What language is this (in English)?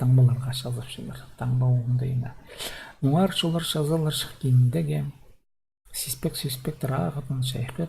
Khakas